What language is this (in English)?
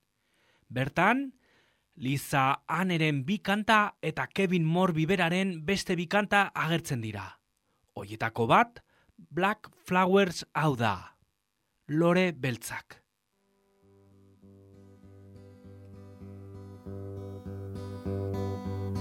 Basque